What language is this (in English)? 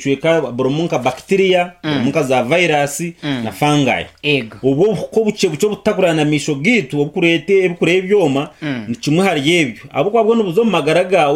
Nyankole